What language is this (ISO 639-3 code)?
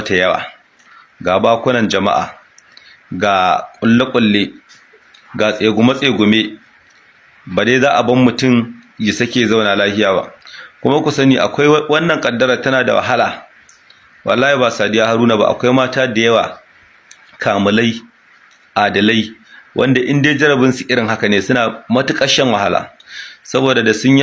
hau